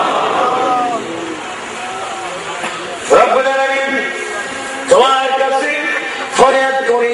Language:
Bangla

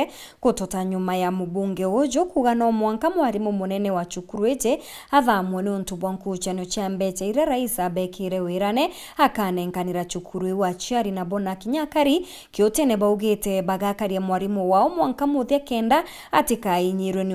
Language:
Meru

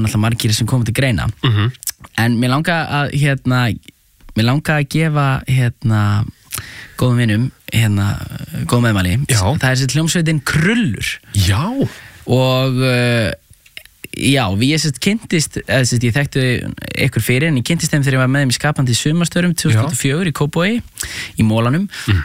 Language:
Icelandic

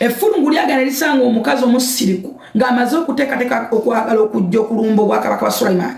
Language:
Ganda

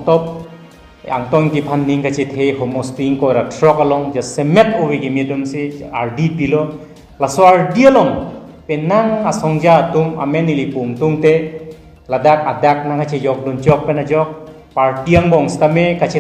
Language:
Karbi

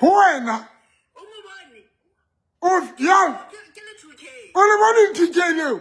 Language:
Southern Sotho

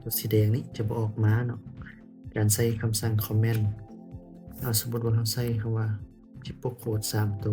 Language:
Lao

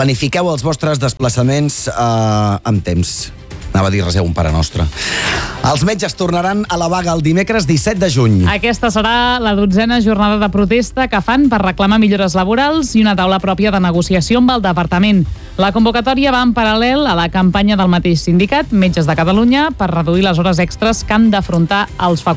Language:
Catalan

